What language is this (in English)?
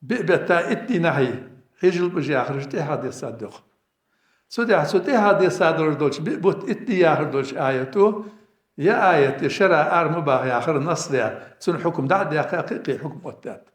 Ingush